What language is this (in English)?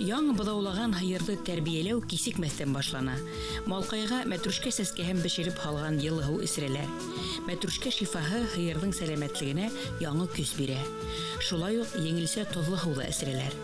Bashkir